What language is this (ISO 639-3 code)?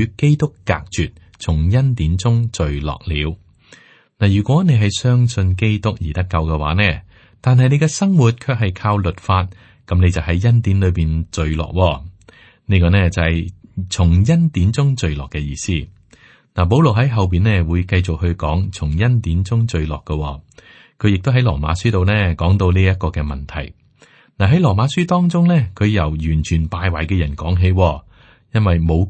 yue